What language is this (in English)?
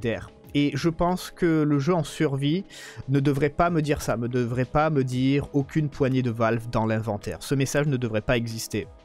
French